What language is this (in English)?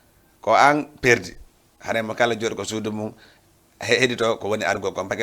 Fula